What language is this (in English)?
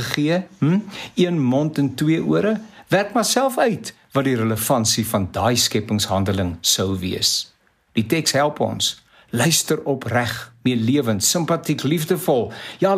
Afrikaans